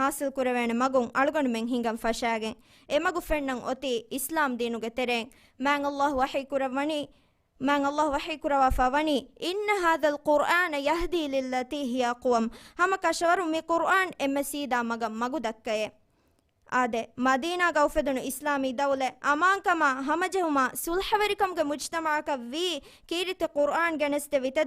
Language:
Divehi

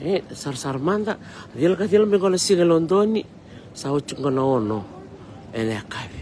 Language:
Fijian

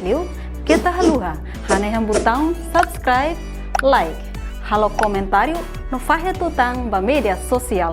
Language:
Tetum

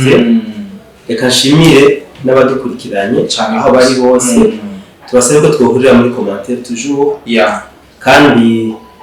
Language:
Rundi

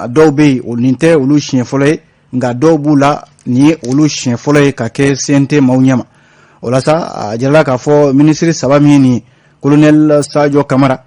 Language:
Bambara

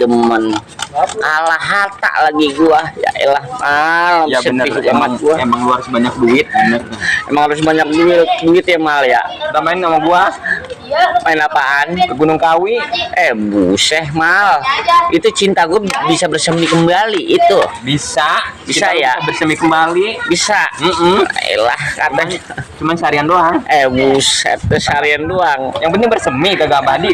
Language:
Betawi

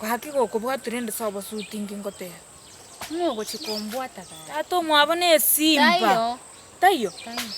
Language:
Gusii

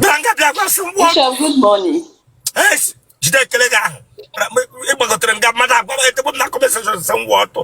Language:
Igbo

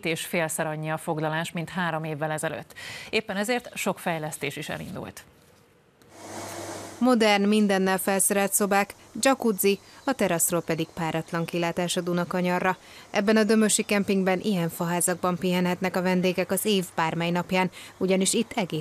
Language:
Hungarian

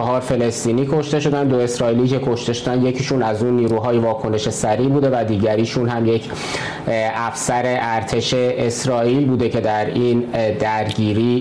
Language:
Persian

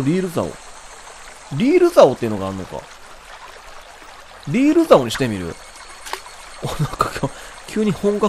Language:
Japanese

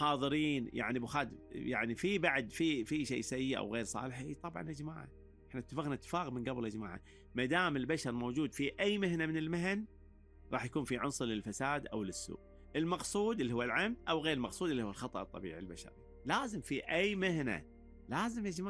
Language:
Gulf Arabic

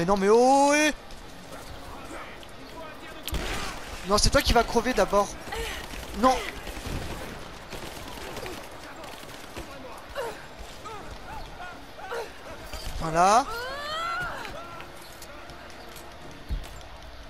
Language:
French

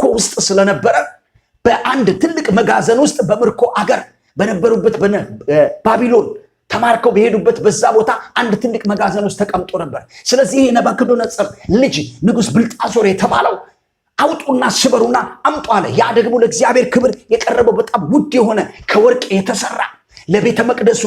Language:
Amharic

